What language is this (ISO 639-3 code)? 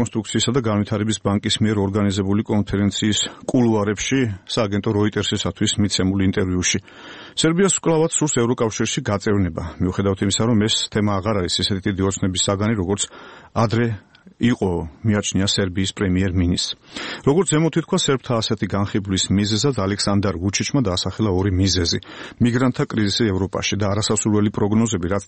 kat